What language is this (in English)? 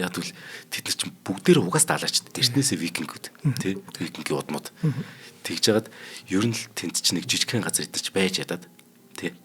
Mongolian